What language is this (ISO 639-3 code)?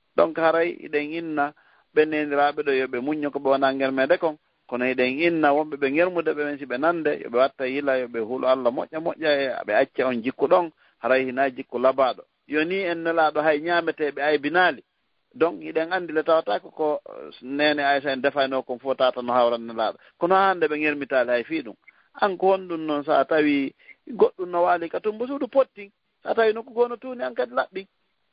ful